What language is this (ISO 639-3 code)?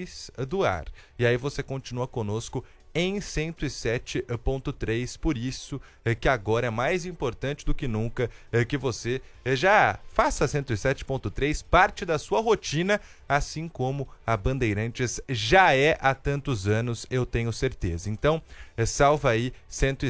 por